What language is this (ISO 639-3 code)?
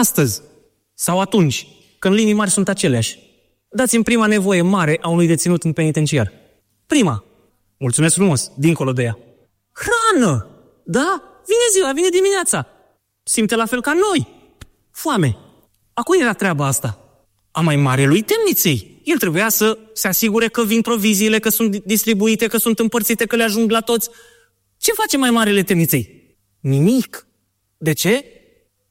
ron